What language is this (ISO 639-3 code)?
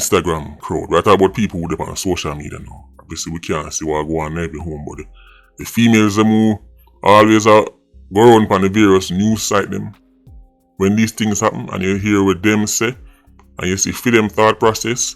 jam